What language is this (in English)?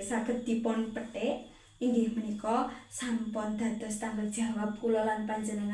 Javanese